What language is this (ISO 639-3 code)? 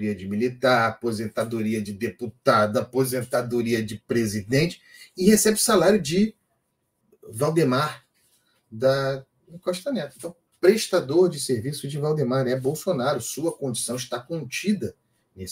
por